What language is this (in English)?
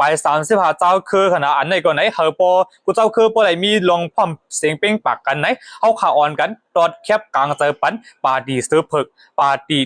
Shan